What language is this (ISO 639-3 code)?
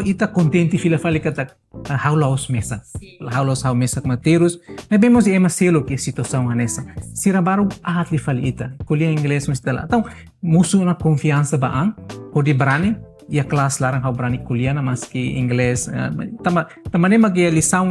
tet